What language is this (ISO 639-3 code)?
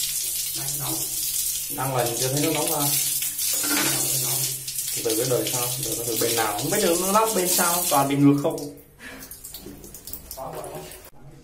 vie